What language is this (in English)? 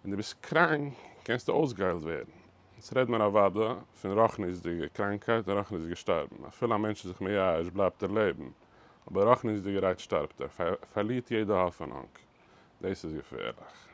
Yiddish